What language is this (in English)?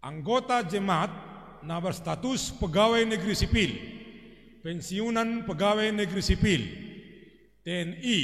Batak Simalungun